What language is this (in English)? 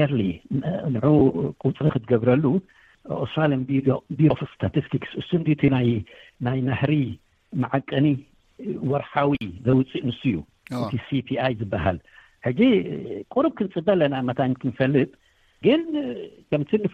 Tigrinya